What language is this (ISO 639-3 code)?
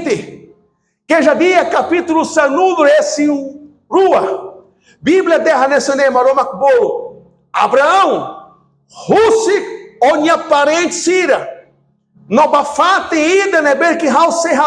tet